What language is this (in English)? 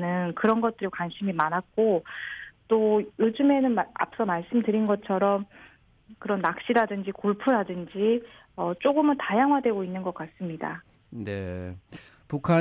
Korean